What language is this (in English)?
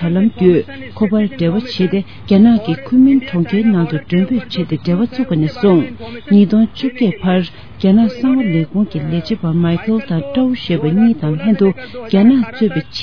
Tibetan